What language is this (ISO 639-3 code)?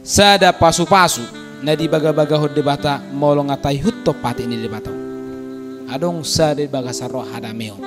bbc